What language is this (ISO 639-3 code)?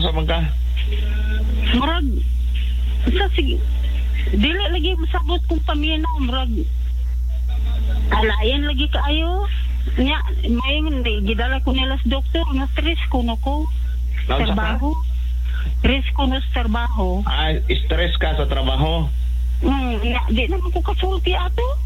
ceb